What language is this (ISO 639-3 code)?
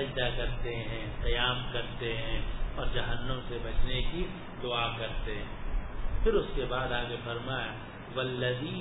urd